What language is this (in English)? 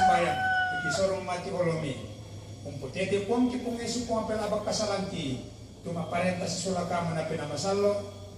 Toraja-Sa'dan